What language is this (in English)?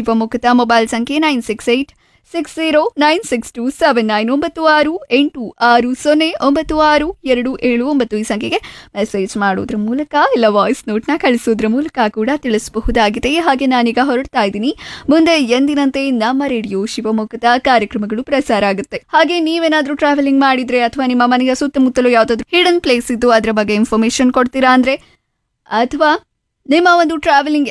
Kannada